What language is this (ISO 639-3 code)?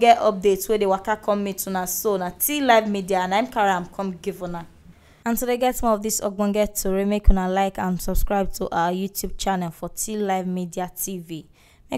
pcm